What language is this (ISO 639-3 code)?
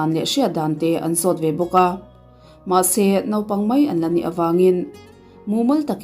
lus